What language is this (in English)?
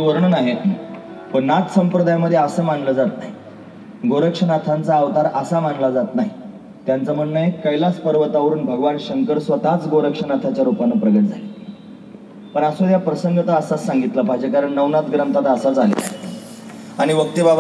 Marathi